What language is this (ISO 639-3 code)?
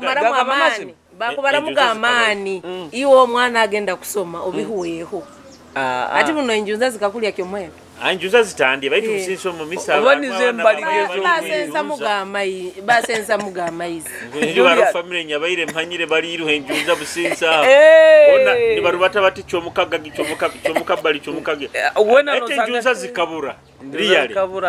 nyo